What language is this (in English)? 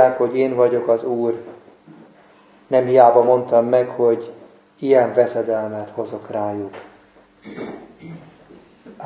Hungarian